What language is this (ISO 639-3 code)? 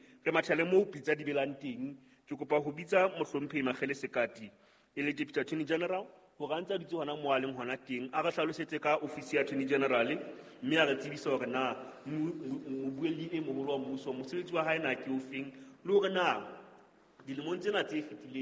sot